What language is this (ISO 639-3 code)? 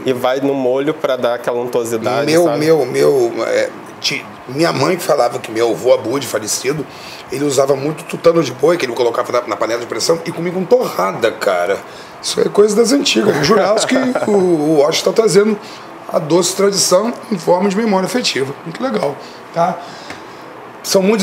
por